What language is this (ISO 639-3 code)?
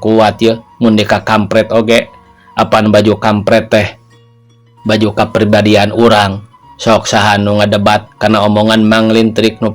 sun